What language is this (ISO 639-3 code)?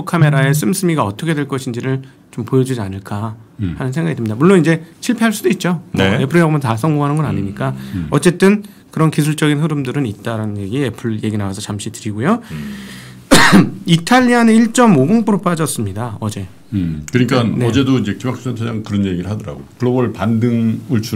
kor